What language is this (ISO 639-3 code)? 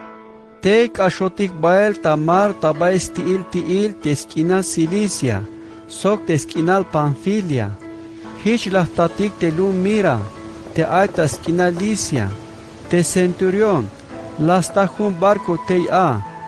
tzh